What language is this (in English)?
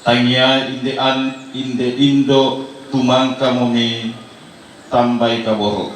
Toraja-Sa'dan